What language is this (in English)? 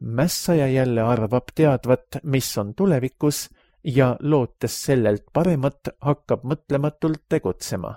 Estonian